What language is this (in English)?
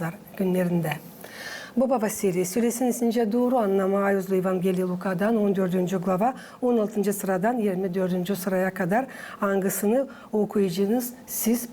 Gagauz